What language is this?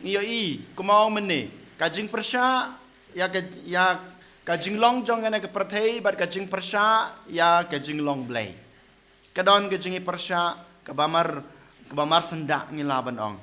Khasi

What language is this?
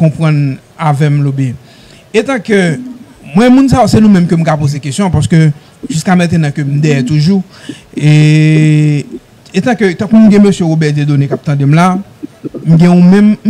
Haitian Creole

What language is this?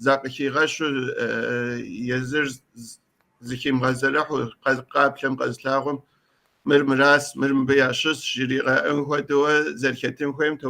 Kabardian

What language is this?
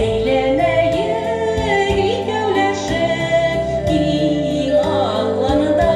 Bashkir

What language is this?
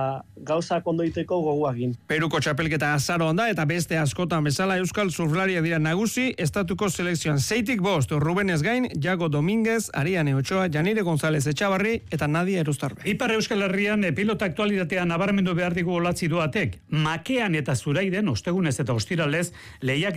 Basque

